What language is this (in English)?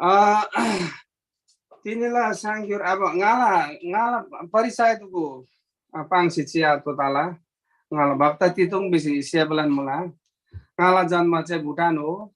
Eastern Tamang